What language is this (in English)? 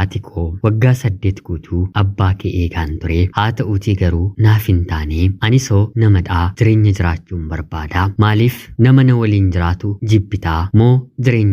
Oromo